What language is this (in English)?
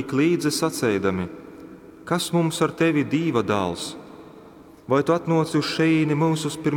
Latgalian